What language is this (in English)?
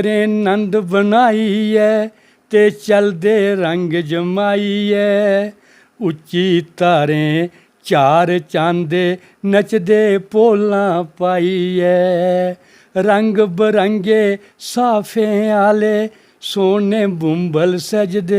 Dogri